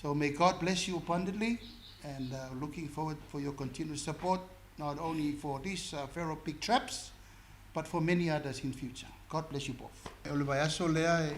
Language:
Samoan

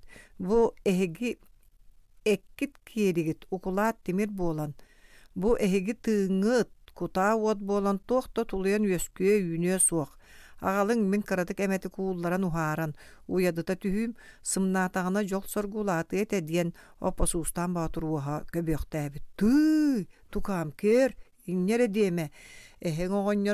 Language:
Yakut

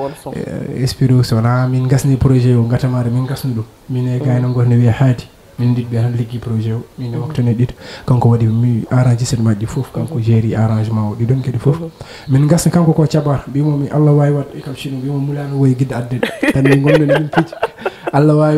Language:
Fula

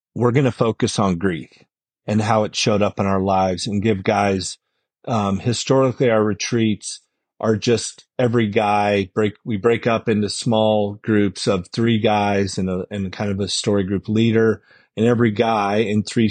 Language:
English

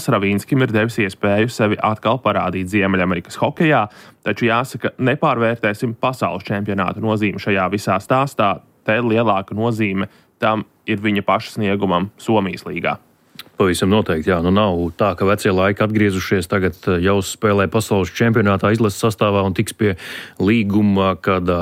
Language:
Latvian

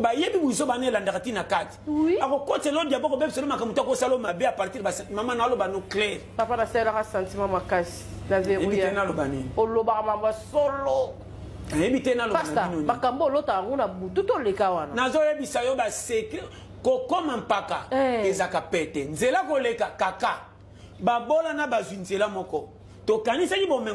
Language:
Lingala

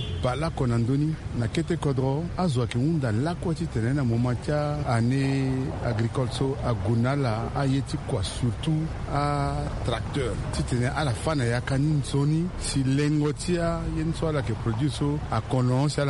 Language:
Sango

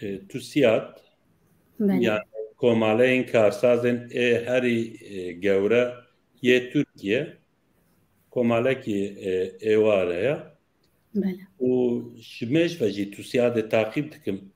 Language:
Kurdish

